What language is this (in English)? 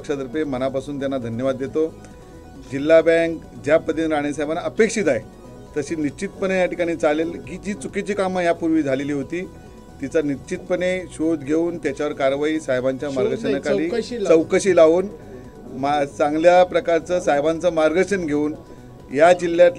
Marathi